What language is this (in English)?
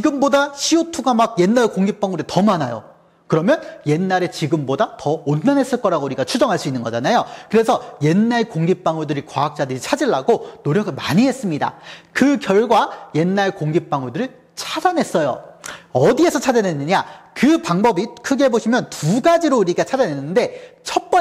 Korean